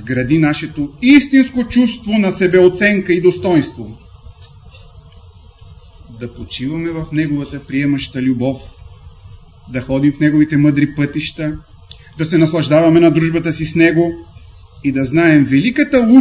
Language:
Bulgarian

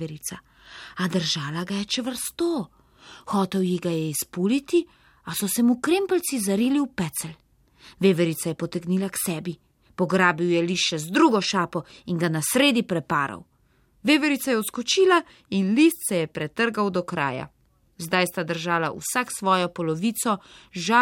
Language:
Slovenian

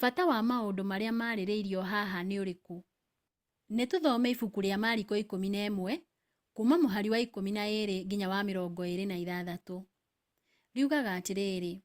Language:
Kikuyu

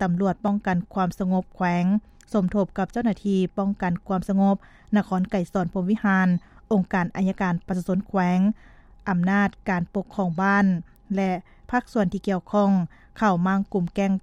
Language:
Lao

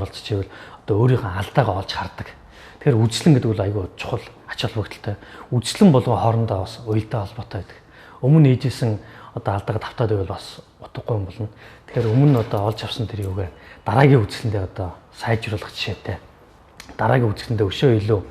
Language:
Mongolian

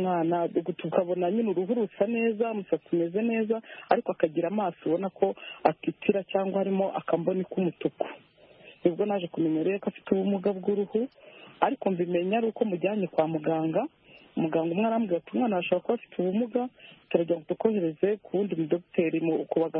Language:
Kinyarwanda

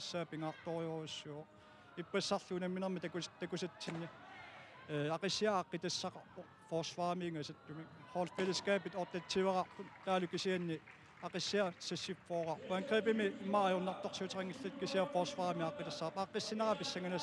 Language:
Kalaallisut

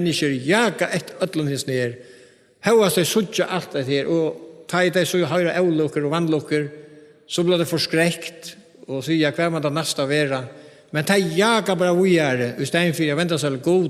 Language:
Faroese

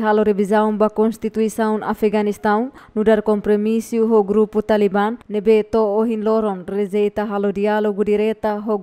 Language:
Tetum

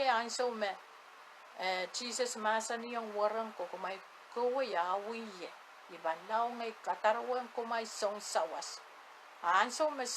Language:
Pohnpeian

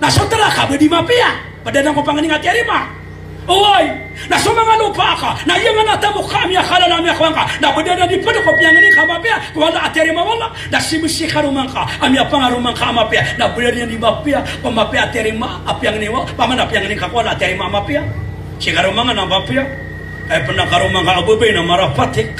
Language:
Maranao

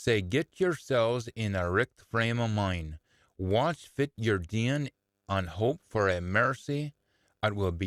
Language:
Scots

